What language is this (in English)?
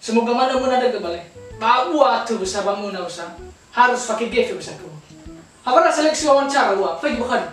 Nias